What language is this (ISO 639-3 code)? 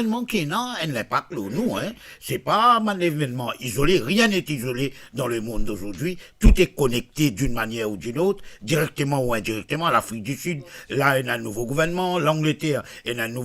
mfe